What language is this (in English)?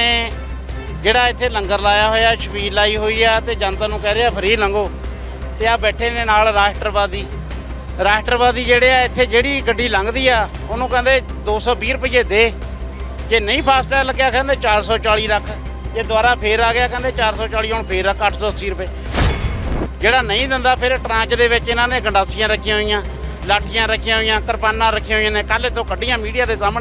Punjabi